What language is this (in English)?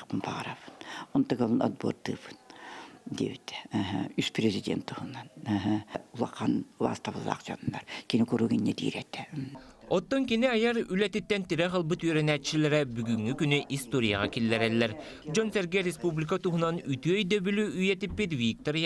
Yakut